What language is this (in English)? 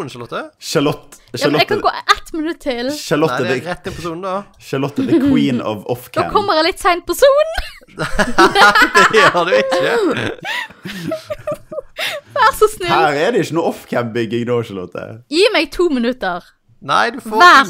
Norwegian